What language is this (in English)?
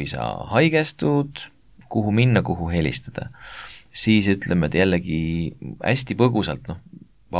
Estonian